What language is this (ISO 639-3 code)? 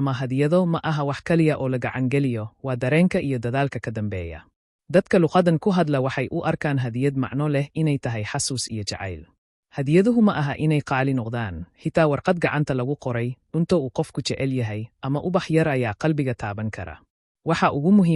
som